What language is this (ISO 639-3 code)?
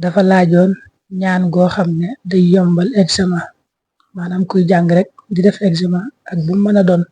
wol